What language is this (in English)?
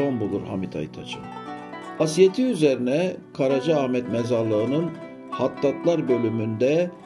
Turkish